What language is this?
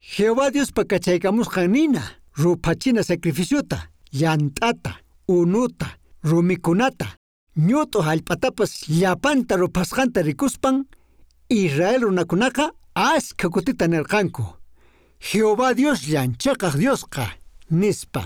Quechua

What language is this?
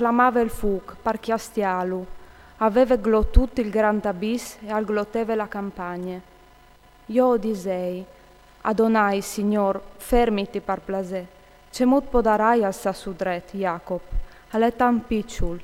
Friulian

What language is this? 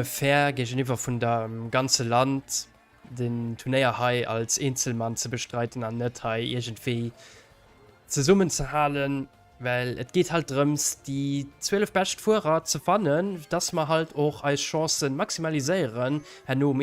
Luxembourgish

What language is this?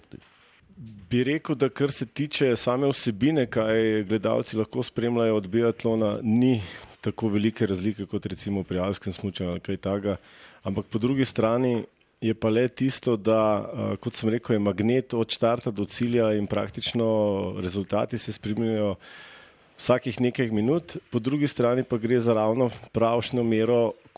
Slovenian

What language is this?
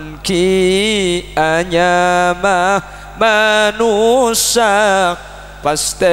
Madurese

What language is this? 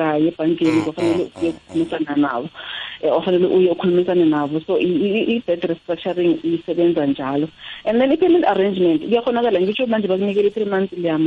South Ndebele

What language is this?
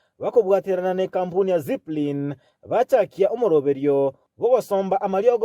Gusii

